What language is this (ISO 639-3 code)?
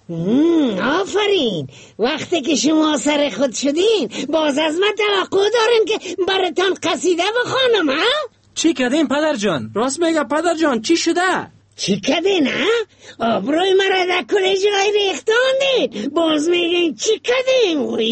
fas